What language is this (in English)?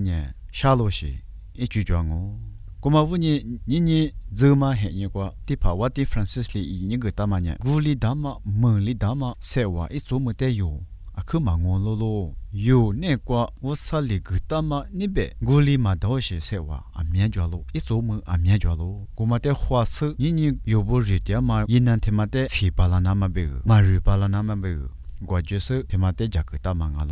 Lisu